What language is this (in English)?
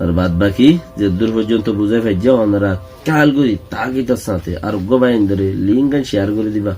Rohingya